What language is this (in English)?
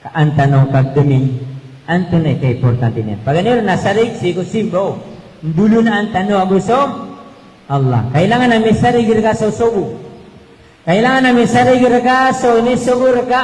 Maranao